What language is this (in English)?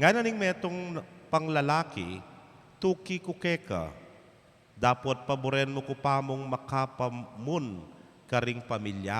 Pampanga